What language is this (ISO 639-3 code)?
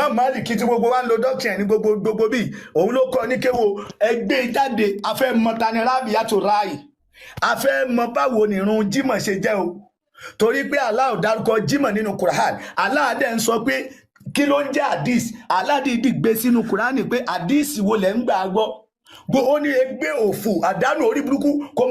yor